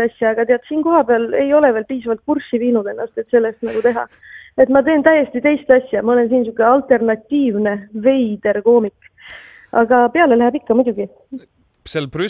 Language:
Estonian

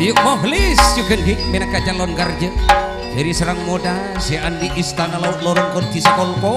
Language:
Madurese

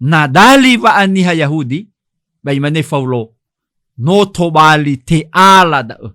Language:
Nias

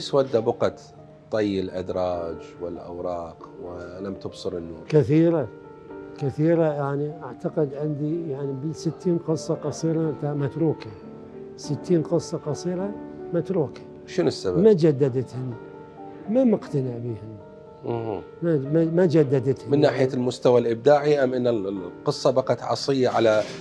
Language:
Mesopotamian Arabic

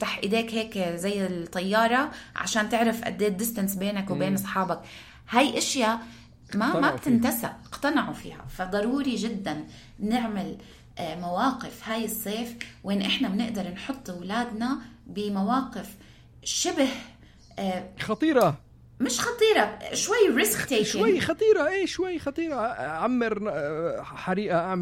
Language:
North Levantine Arabic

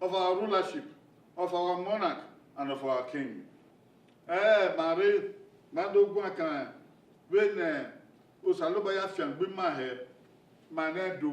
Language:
Bini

